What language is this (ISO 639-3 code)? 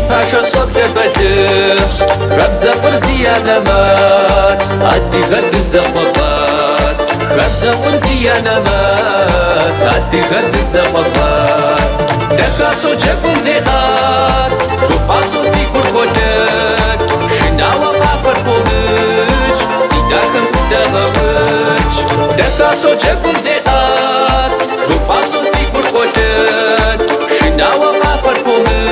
kbd